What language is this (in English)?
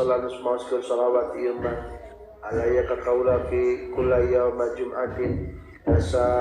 Sundanese